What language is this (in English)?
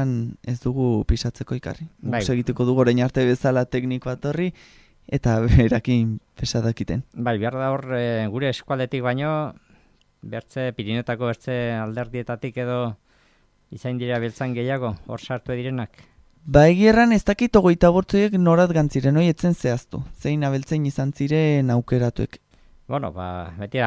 Basque